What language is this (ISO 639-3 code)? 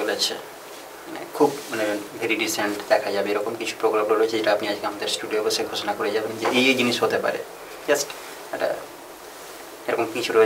ben